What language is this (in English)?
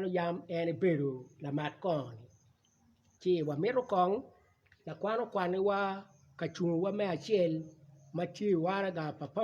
Acoli